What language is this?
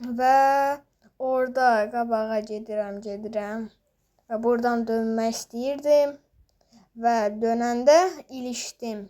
Azerbaijani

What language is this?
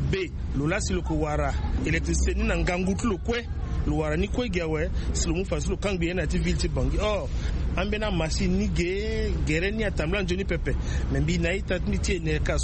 Sango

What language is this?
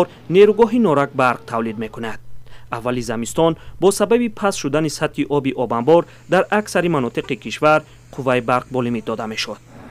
Tajik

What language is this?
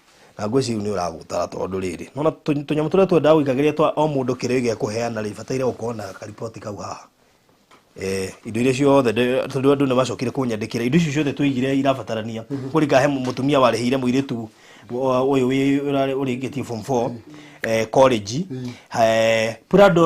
Kikuyu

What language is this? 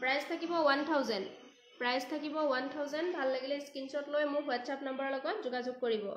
Assamese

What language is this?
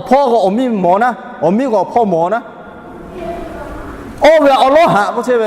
Lahu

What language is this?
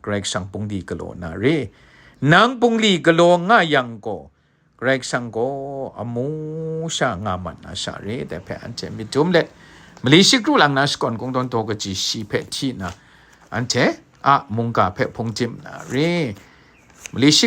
Kachin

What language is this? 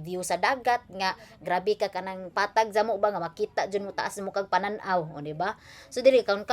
Cebuano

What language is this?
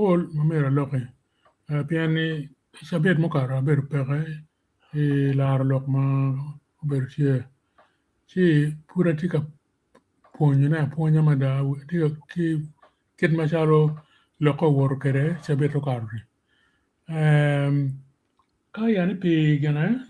Acoli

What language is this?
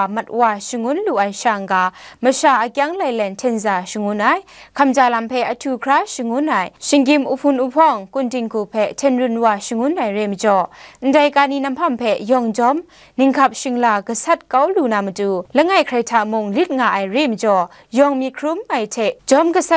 Kachin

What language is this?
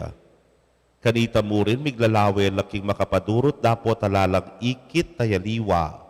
Pampanga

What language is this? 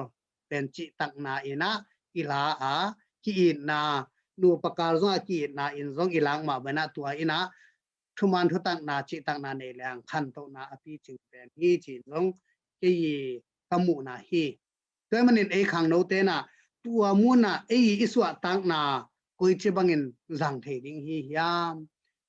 Tedim Chin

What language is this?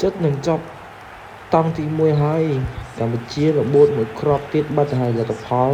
Khmer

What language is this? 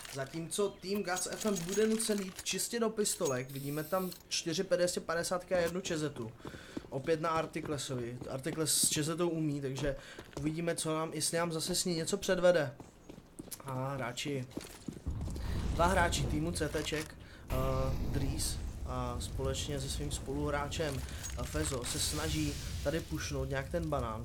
Czech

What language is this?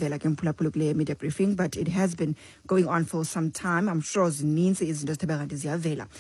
Xhosa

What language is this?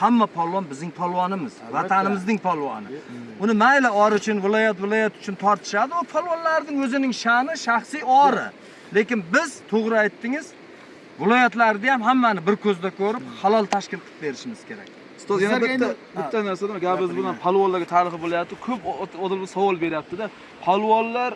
Uzbek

